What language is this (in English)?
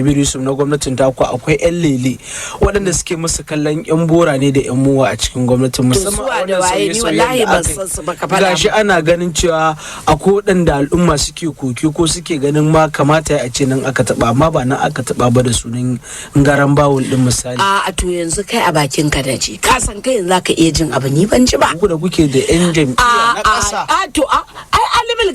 Hausa